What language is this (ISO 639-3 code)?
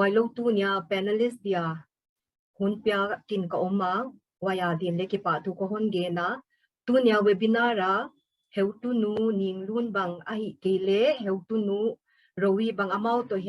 pck